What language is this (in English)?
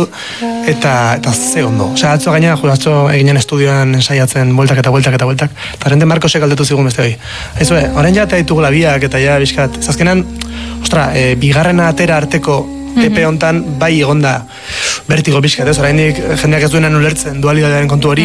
Basque